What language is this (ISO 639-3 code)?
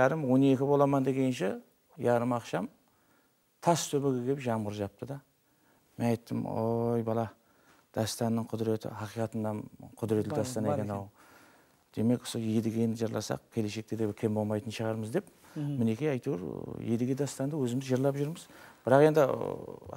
kaa